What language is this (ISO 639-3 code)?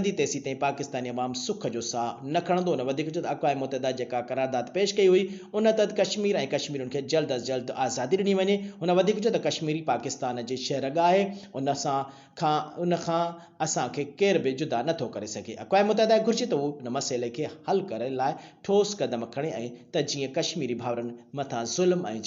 snd